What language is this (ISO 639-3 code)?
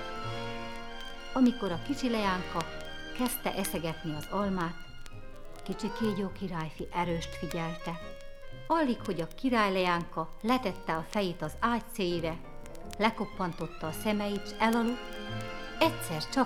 hun